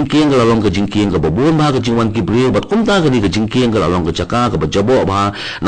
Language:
Khasi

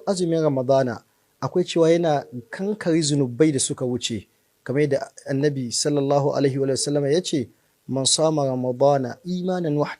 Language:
Hausa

